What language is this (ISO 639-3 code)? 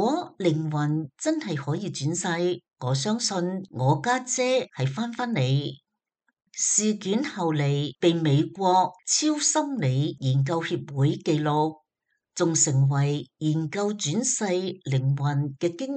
yue